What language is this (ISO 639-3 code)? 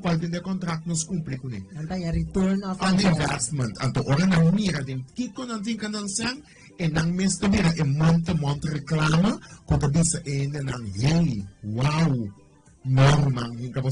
pap